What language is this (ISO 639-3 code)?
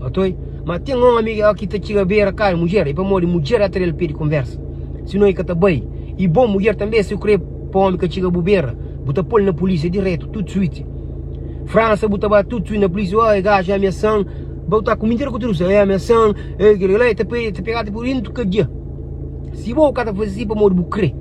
kea